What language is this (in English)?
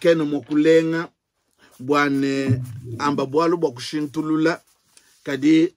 Luba-Lulua